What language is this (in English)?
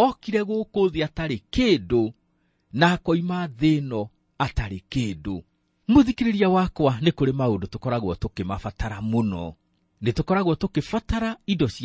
Kikuyu